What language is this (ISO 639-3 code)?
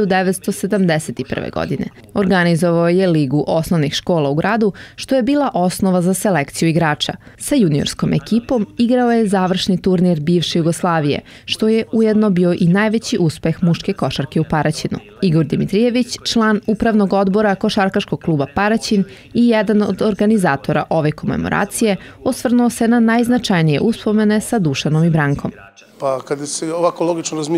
srp